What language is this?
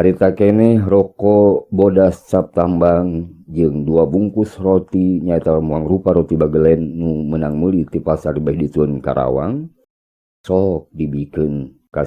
Sundanese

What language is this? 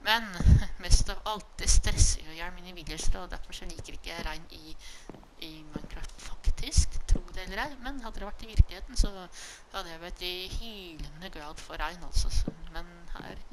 Norwegian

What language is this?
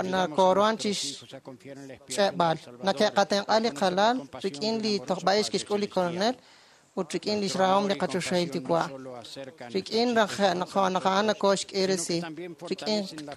Kekchí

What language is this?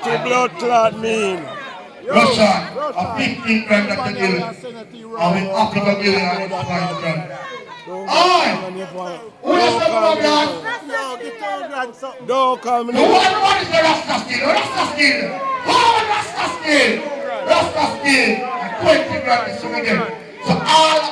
Jamaican Creole English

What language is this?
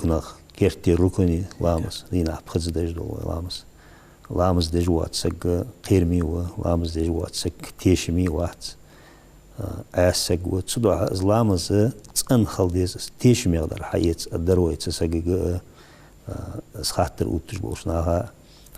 Ingush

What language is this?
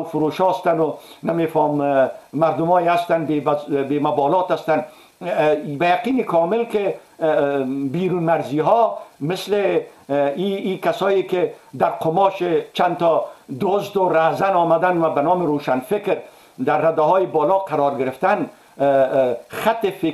Persian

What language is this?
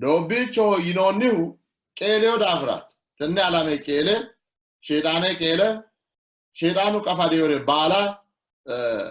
Sidamo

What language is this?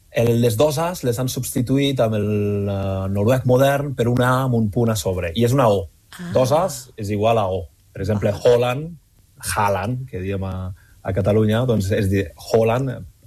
Catalan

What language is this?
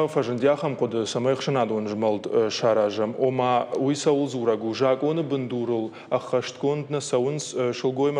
Ossetic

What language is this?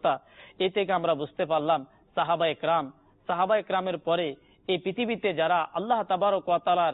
Bangla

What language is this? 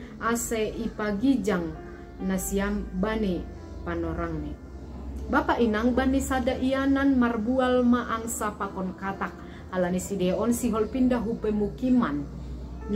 Batak Simalungun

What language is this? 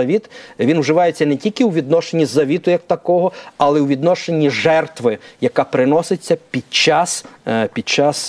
Ukrainian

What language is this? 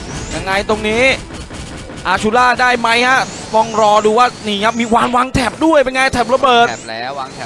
Thai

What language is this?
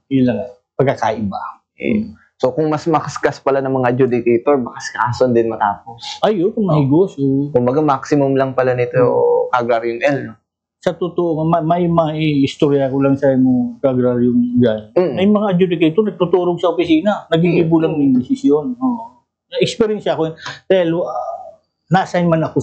Bikol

